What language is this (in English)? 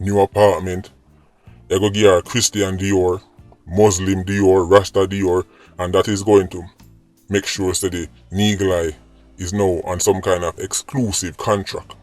Jamaican Creole English